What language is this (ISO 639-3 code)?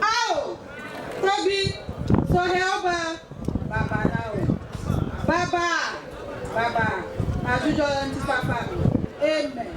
ewe